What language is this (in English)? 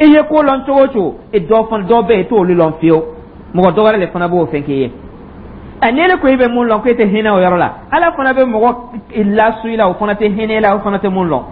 Dyula